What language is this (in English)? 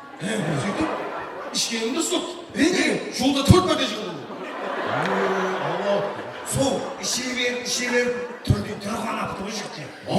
Kara-Kalpak